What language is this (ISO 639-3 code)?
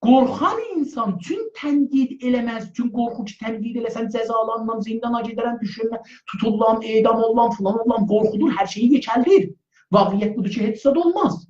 azb